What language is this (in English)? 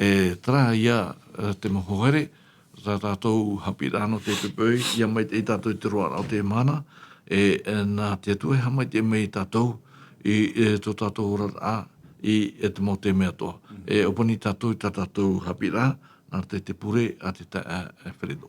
Tahitian